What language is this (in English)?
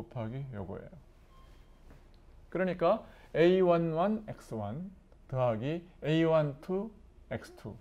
Korean